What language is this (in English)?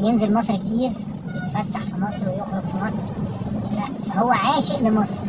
Egyptian Arabic